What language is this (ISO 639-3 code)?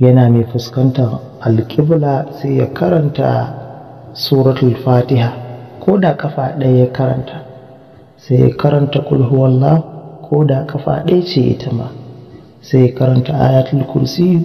hau